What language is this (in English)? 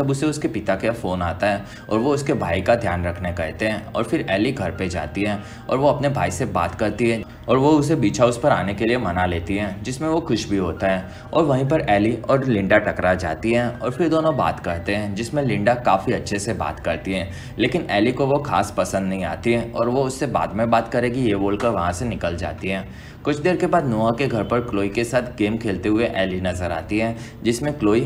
Hindi